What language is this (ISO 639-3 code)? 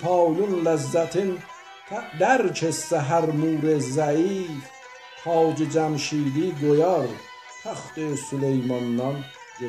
azb